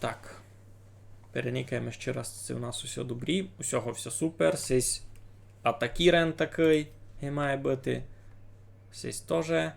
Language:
Rusyn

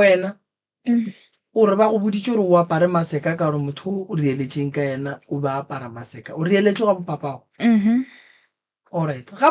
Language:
Northern Sotho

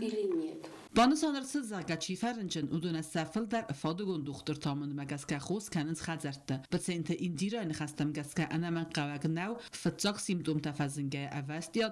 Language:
Ossetic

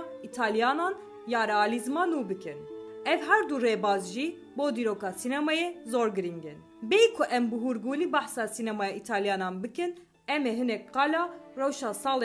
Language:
Kurdish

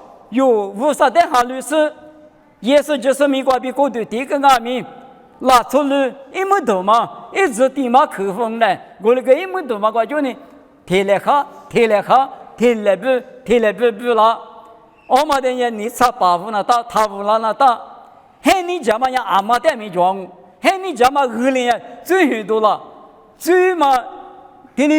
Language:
Lisu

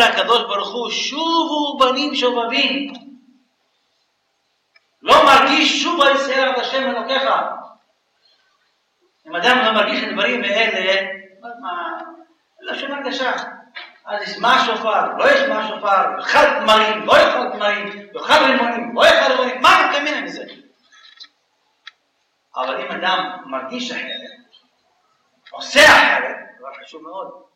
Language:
Hebrew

